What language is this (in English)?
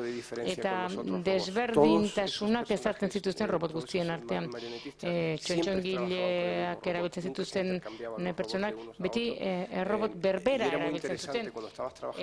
Basque